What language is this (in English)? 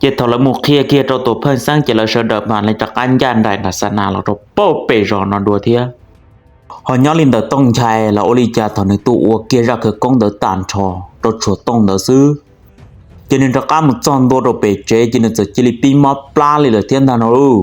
Hmong